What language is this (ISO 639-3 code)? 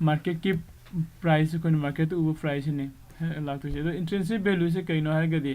mni